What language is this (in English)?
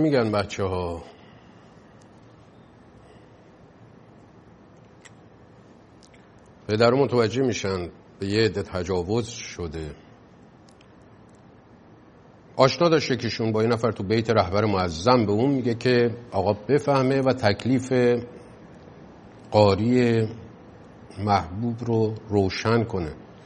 Persian